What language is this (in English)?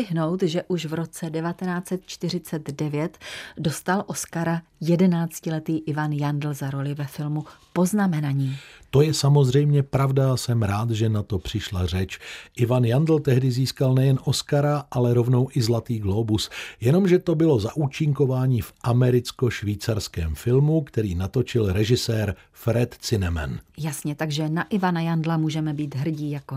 Czech